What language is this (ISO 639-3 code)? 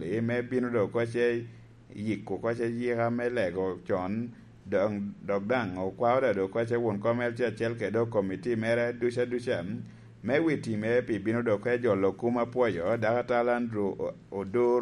laj